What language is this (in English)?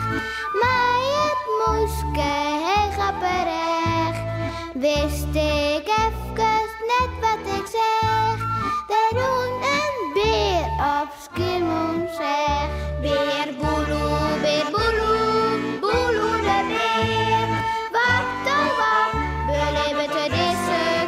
Western Frisian